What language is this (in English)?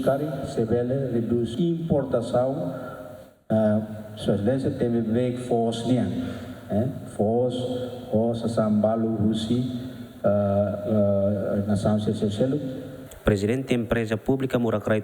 Tetum